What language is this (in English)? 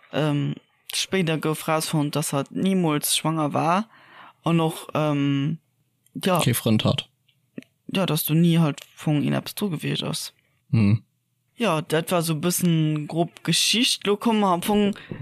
Luxembourgish